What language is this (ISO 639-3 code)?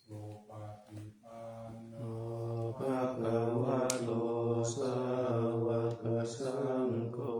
pli